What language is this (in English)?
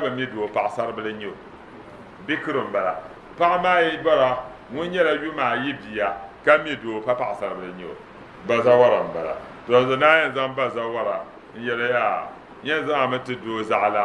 Dagbani